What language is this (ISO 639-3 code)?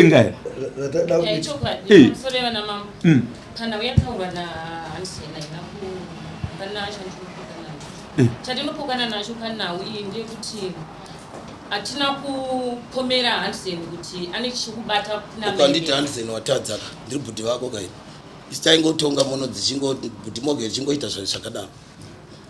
sna